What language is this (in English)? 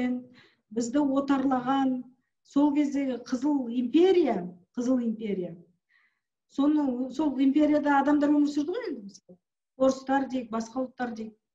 Kazakh